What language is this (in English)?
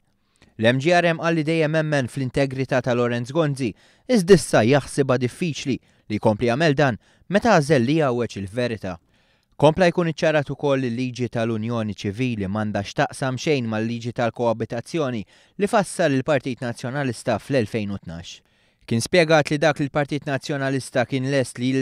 Maltese